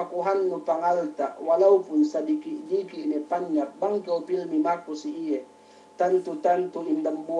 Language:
Yakan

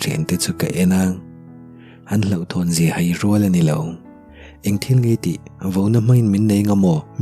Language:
Mizo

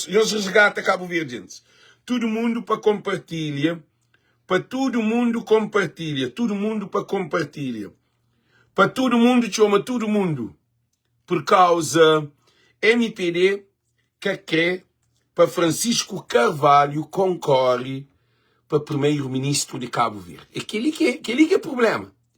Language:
Kabuverdianu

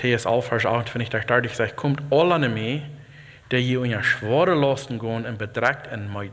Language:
Plautdietsch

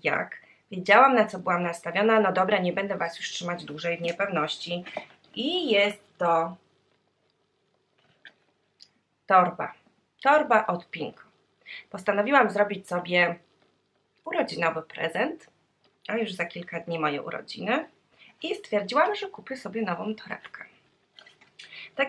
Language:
Polish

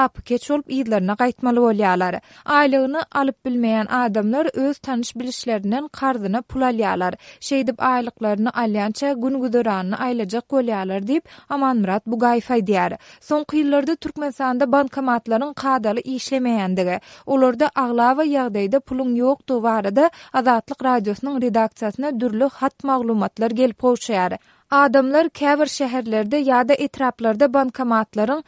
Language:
Turkmen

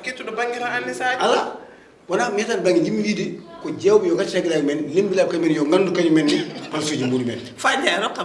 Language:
Fula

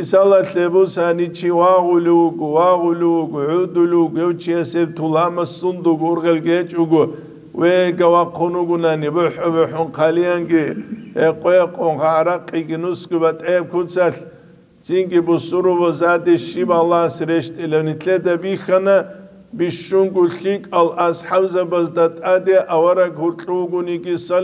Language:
Avaric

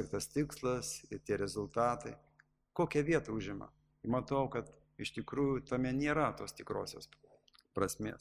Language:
Lithuanian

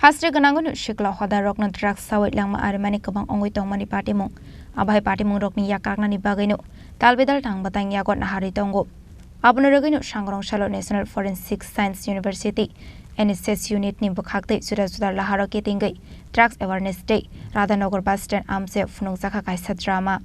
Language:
Kok Borok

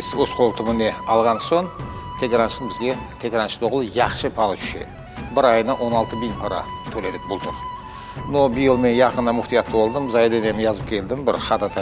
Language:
Crimean Tatar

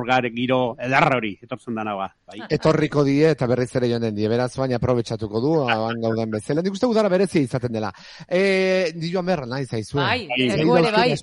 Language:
Basque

